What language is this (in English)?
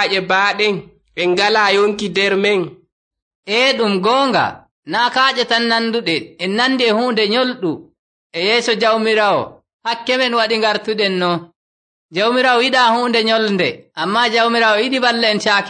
Nigerian Fulfulde